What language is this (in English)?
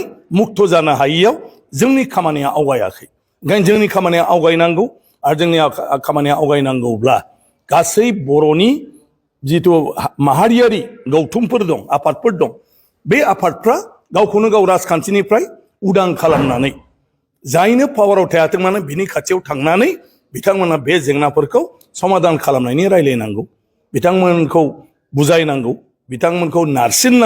Bodo